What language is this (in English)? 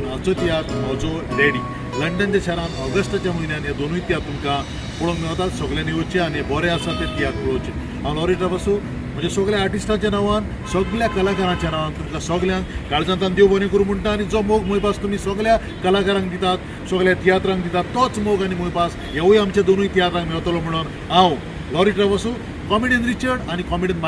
Konkani